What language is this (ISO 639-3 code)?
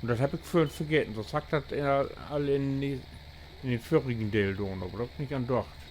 nds